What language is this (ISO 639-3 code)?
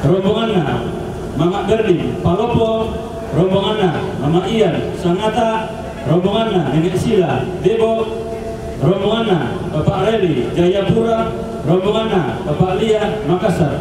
sda